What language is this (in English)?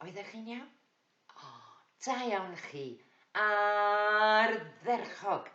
Welsh